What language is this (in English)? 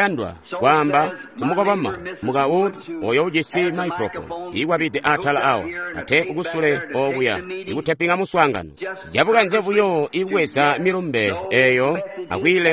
Tonga (Zambia)